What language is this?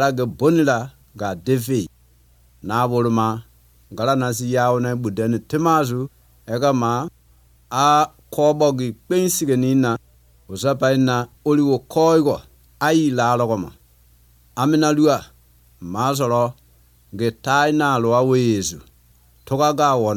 Croatian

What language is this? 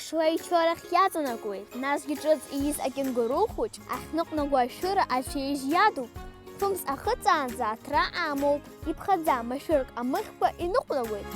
Abkhazian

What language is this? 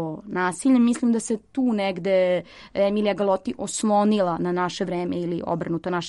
Serbian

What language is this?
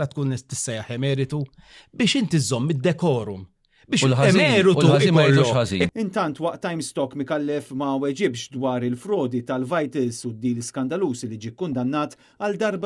Maltese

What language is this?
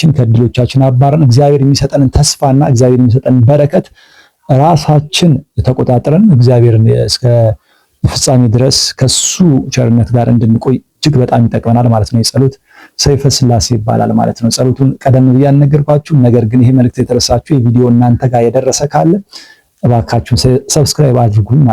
Amharic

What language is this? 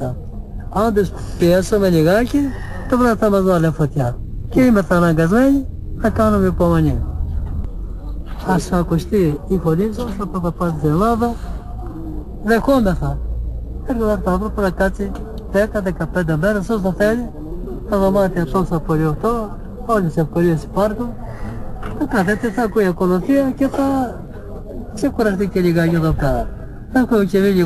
Greek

